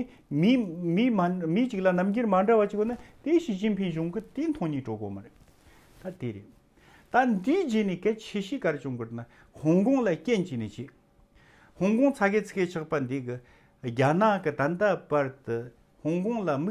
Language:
Tibetan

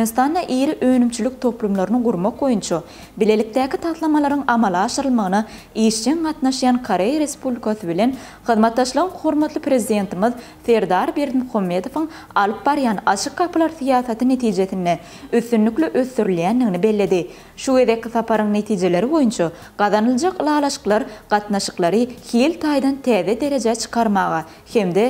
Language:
Turkmen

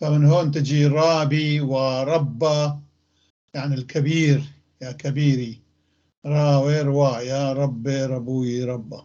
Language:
North Levantine Arabic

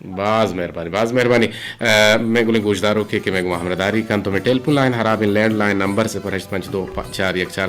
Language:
Eastern Balochi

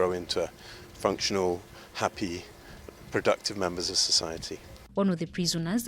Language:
English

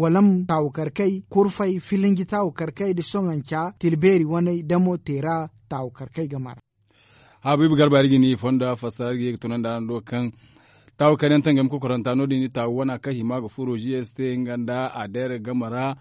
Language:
Zarma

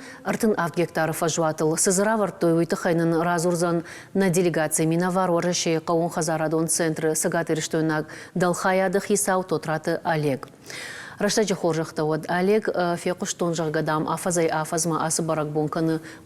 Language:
Ossetic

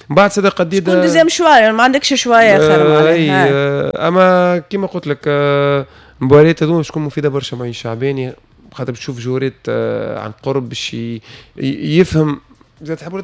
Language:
Tunisian Arabic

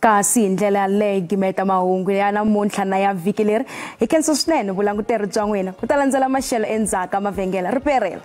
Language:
Tsonga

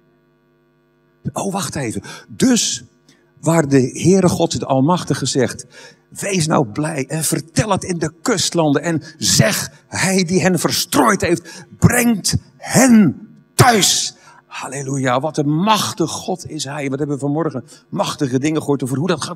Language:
Dutch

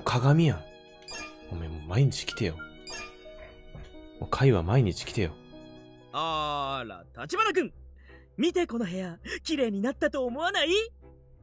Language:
Japanese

